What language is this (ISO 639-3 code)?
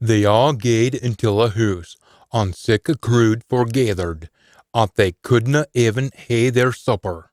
sco